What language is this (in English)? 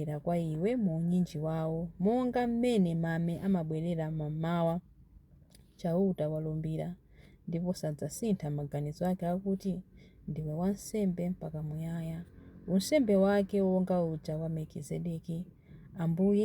Nyanja